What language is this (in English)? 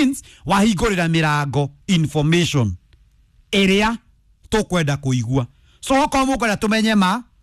Kikuyu